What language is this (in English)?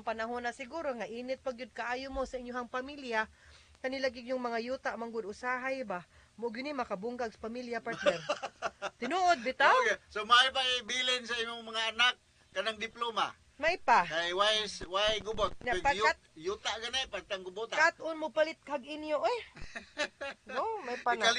Cebuano